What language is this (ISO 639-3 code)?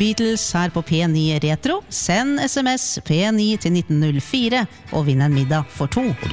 nor